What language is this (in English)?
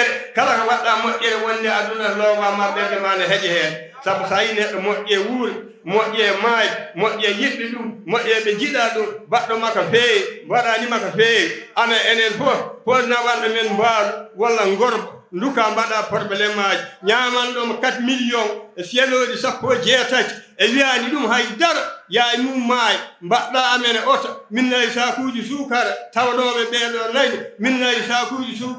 Fula